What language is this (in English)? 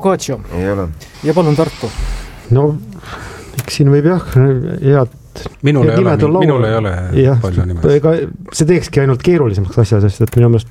Estonian